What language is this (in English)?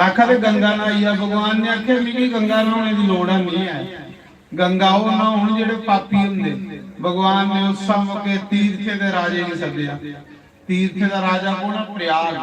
Dogri